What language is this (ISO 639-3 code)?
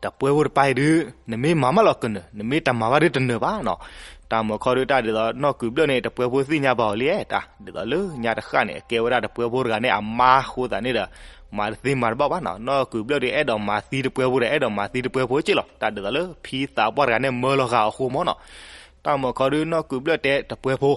ksw